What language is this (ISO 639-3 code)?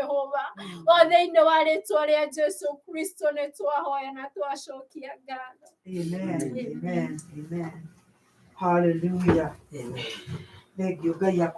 kik